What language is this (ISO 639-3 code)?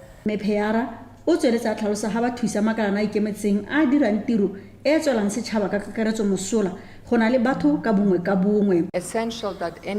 tsn